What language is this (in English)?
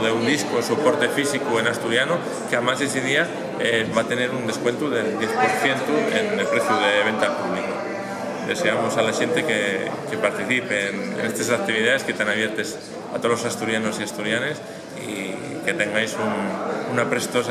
Asturian